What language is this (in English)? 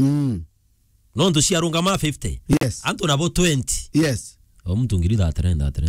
Meru